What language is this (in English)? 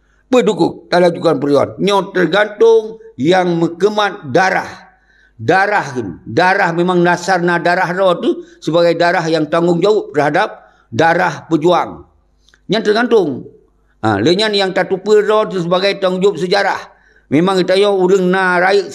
Achinese